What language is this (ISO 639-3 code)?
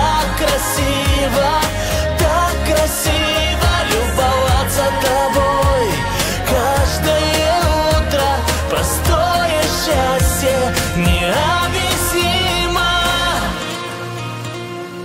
rus